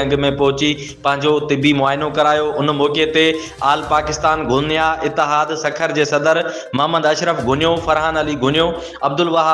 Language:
Sindhi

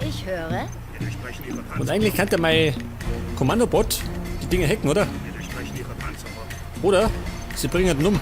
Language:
Bavarian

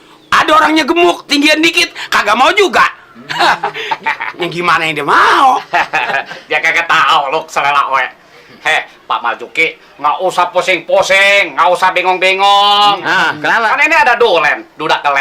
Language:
Betawi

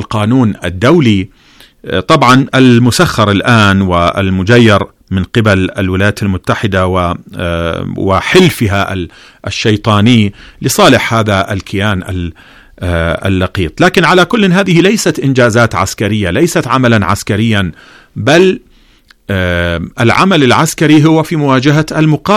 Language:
Arabic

